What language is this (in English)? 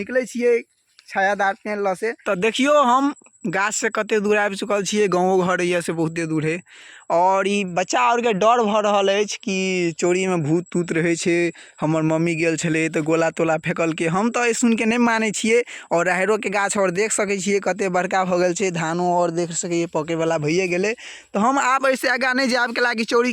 Maithili